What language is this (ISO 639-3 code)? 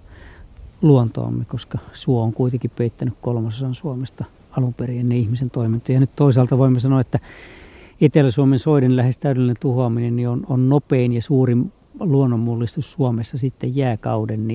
fin